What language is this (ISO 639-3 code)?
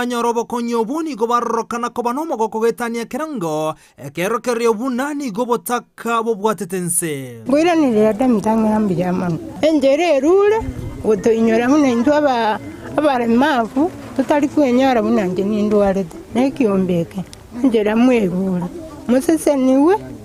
guz